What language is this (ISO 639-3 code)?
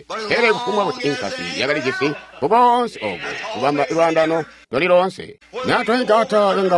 toi